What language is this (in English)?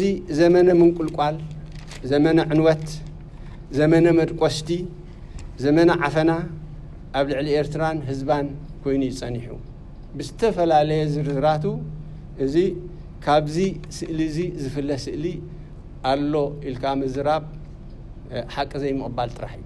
Tigrinya